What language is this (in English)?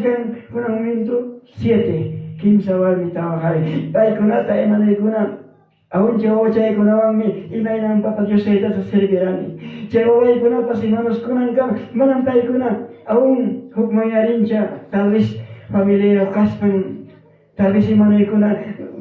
Ayacucho Quechua